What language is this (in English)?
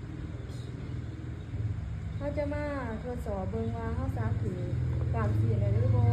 Lao